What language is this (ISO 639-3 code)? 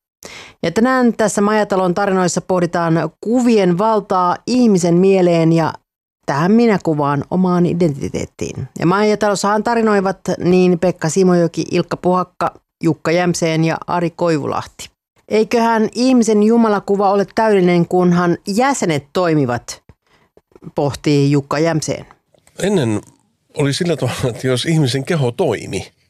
fin